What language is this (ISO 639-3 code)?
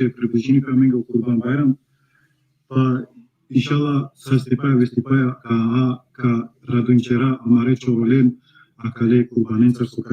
rmn